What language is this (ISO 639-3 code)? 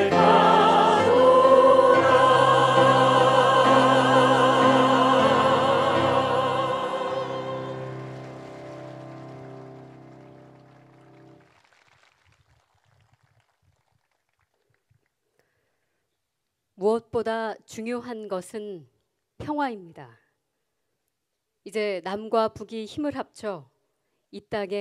kor